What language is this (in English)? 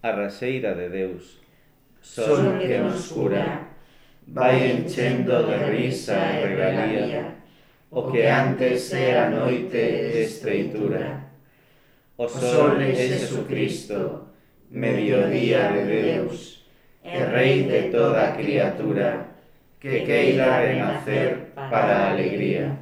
Galician